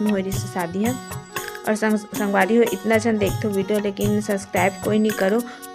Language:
Chhattisgarhi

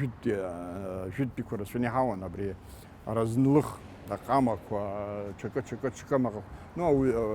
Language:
Abkhazian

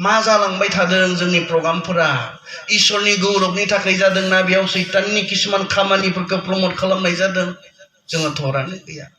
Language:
Bodo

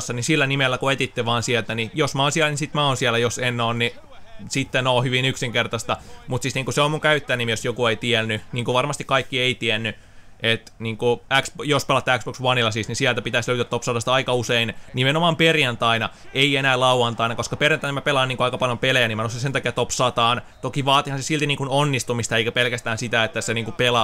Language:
Finnish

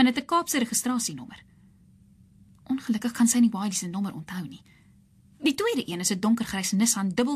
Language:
Afrikaans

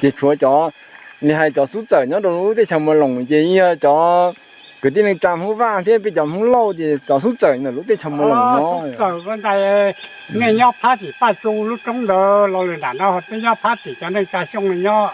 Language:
Hmong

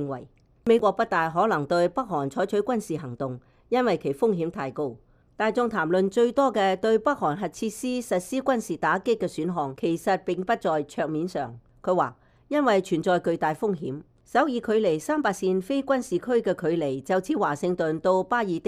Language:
Cantonese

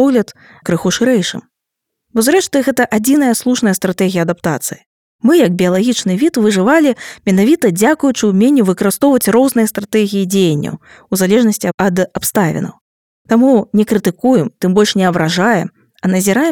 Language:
Belarusian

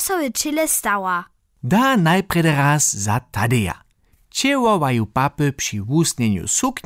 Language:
Upper Sorbian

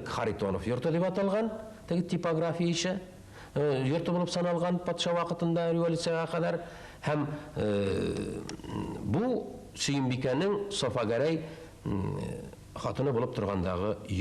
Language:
Tatar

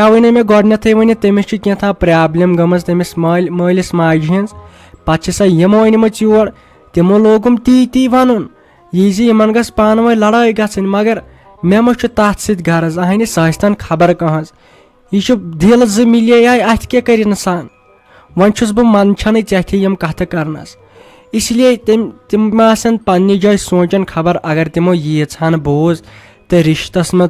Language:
Kashmiri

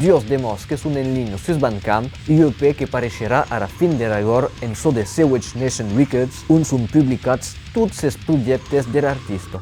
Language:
Occitan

